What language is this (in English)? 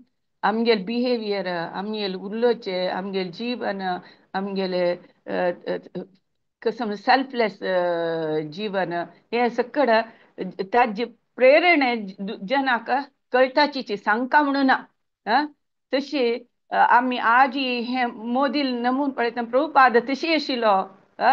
Konkani